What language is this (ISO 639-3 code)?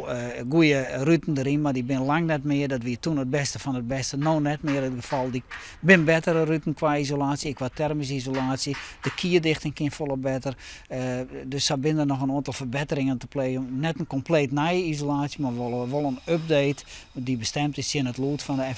fry